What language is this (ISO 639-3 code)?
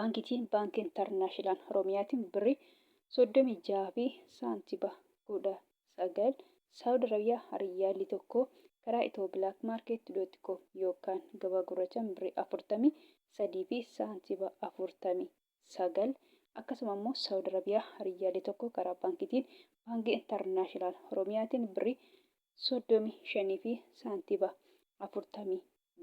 orm